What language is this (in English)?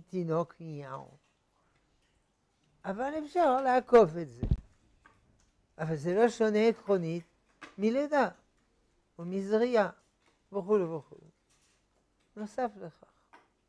Hebrew